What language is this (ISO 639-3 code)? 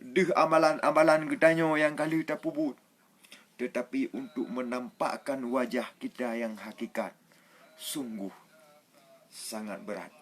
ace